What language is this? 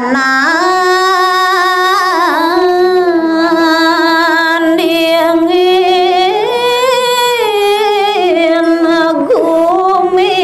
Balinese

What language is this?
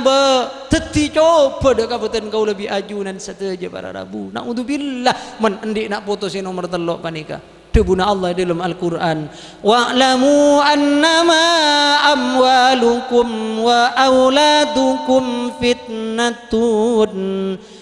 Madurese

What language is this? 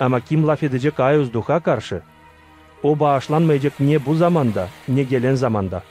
Gagauz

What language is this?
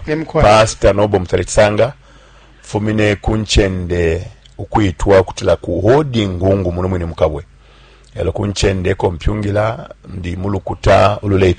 Bemba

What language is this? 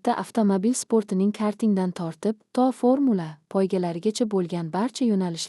Uzbek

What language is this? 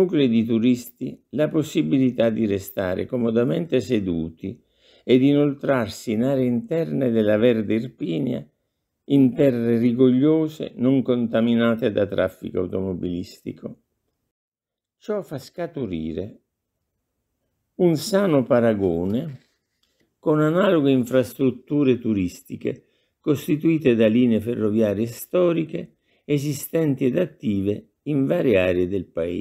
Italian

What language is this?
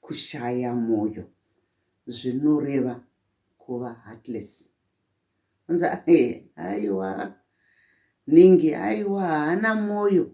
Shona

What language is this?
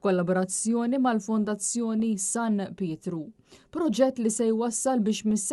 Maltese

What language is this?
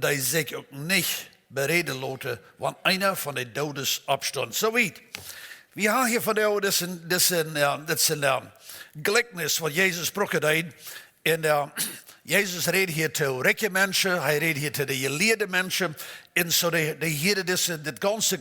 Plautdietsch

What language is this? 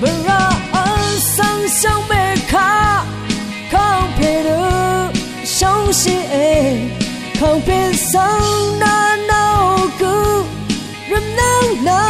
Rawang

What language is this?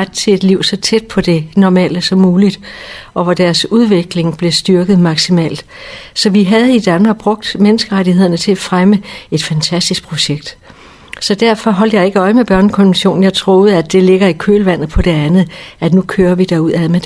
Danish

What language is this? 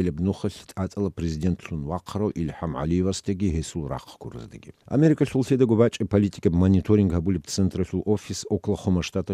Avaric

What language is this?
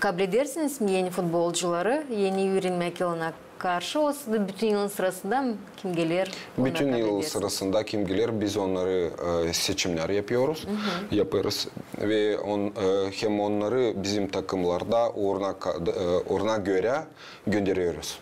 Gagauz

